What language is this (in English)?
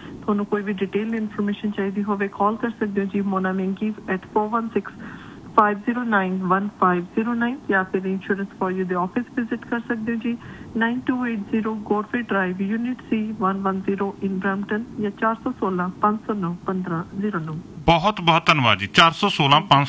Punjabi